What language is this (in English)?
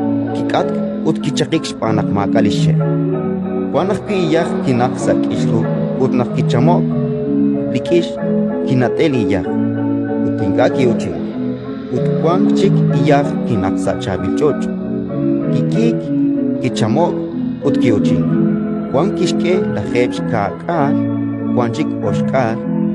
Kekchí